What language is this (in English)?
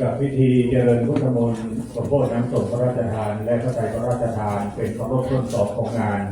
Pali